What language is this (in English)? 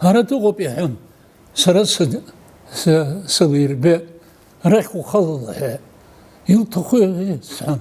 Abkhazian